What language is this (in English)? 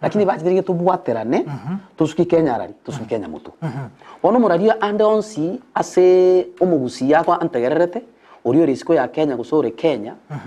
Gusii